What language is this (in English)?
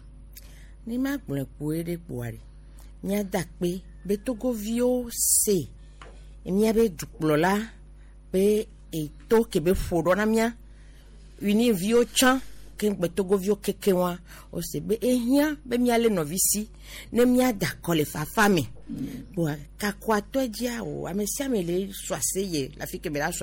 Gen